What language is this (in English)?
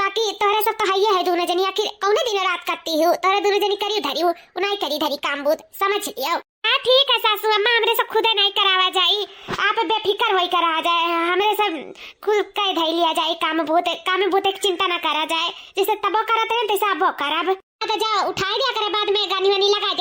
Awadhi